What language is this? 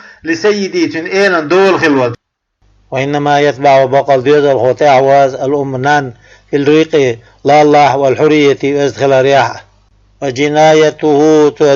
Chechen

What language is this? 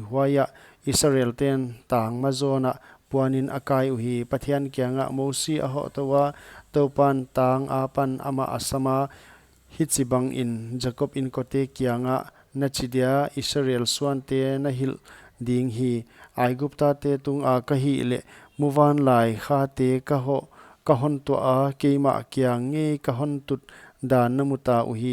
Paite Chin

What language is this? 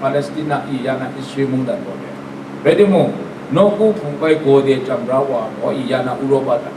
Kachin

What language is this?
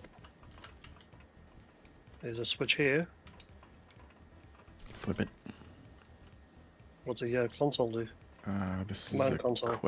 English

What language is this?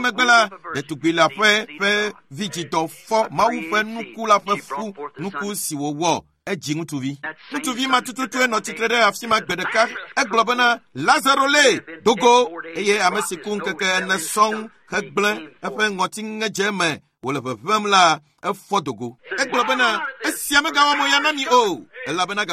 Ewe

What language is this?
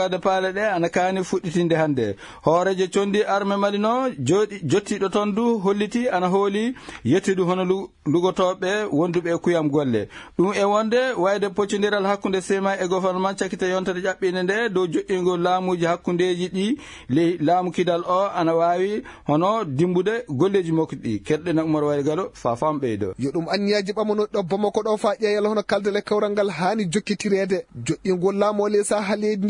Fula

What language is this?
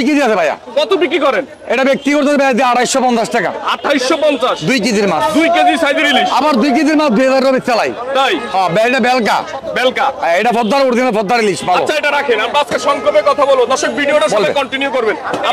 Bangla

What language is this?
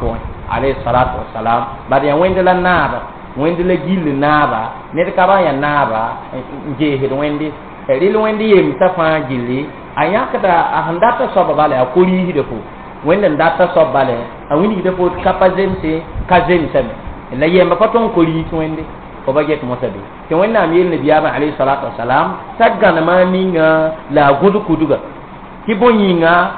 Mossi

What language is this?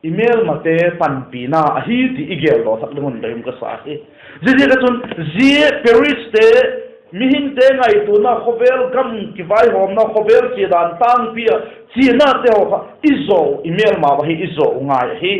Vaiphei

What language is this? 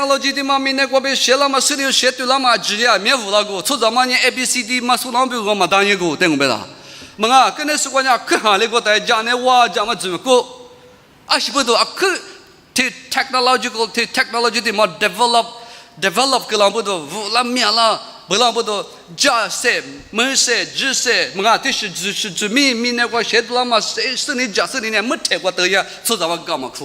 Lisu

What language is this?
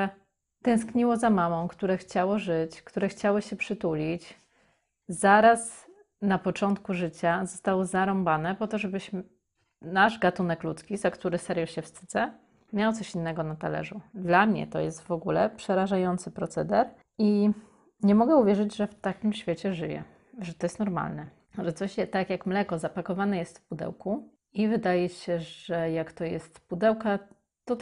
Polish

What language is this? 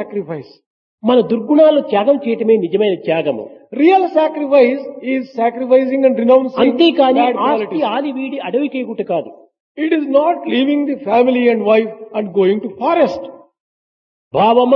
Telugu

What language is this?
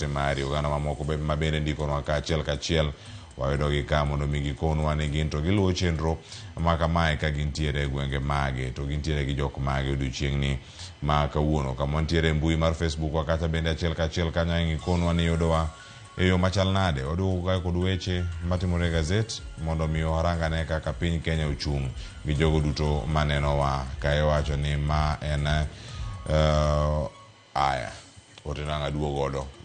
Luo (Kenya and Tanzania)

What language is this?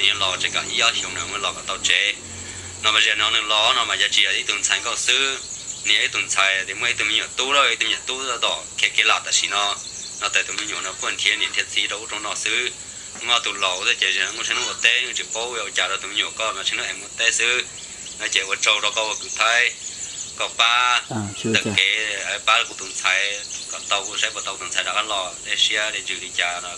Hmong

